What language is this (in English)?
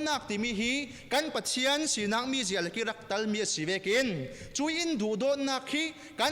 Falam Chin